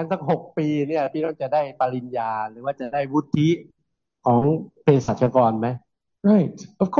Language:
Thai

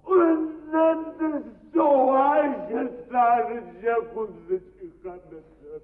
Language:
Adyghe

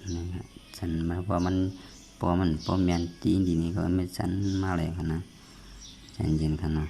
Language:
Shan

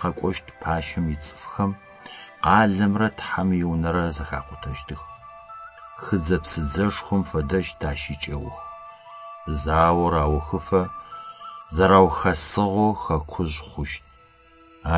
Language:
Adyghe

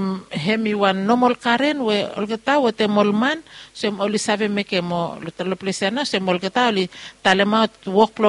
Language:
Bislama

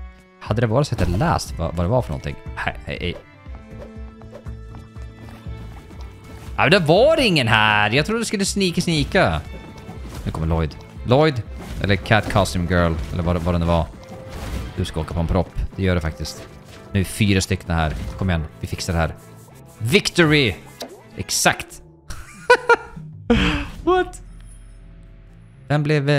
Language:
Swedish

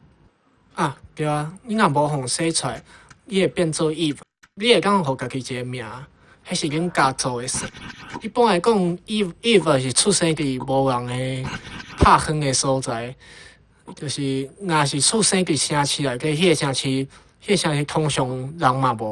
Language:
Min Nan Chinese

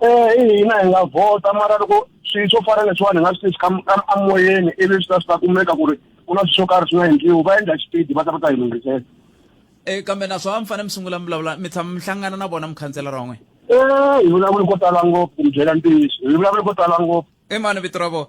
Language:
Tsonga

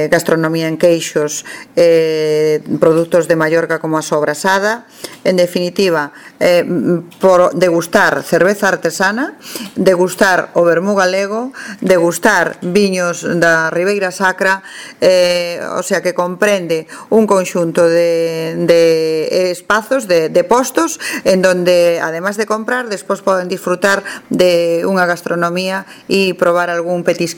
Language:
Galician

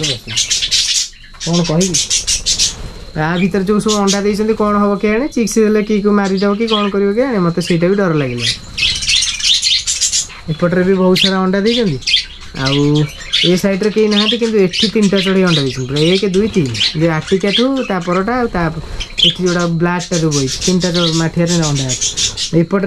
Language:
Odia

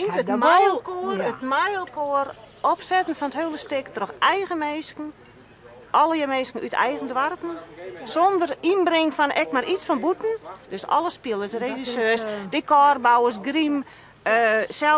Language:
Western Frisian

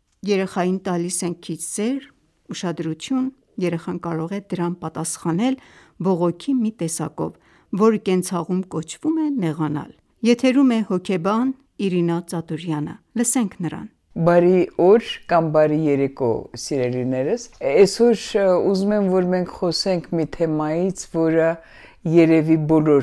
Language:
Armenian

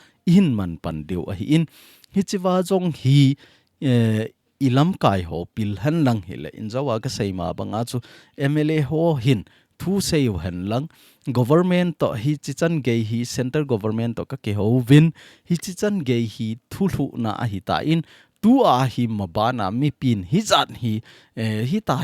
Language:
Thado Chin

